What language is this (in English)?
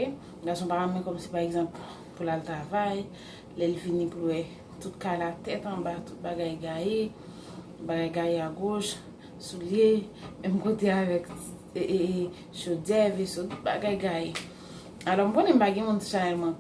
Haitian Creole